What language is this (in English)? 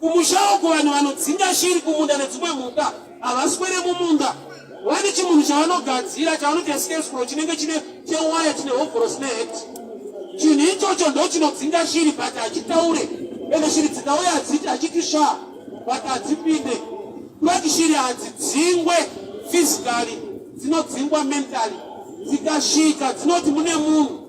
Shona